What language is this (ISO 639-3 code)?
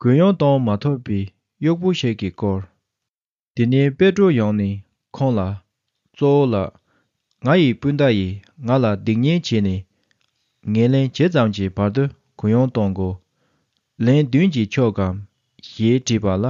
bod